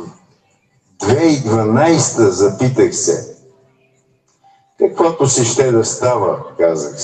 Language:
Bulgarian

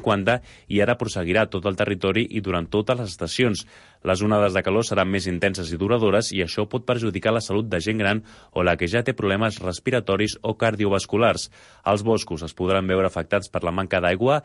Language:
Catalan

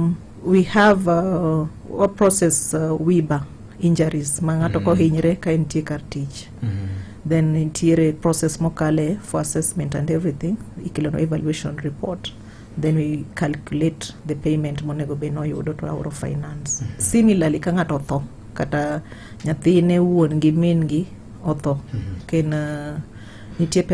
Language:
Luo (Kenya and Tanzania)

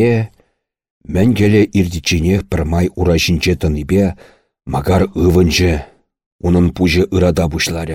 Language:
Chuvash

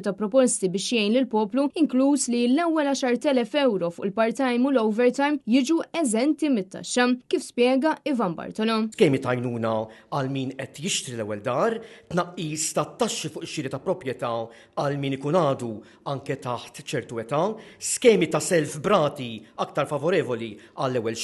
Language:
Maltese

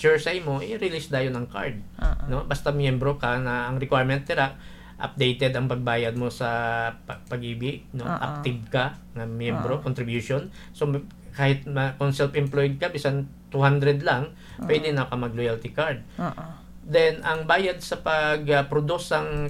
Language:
Hiligaynon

